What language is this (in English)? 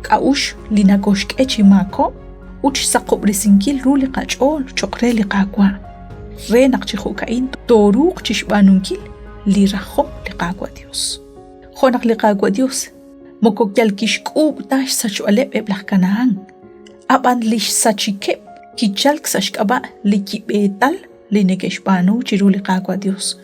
Kekchí